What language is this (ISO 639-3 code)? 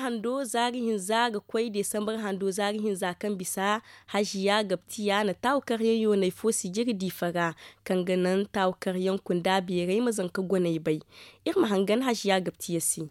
dje